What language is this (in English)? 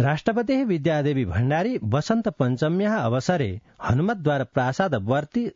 Sanskrit